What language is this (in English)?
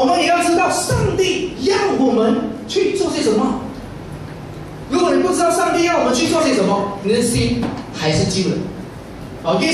Chinese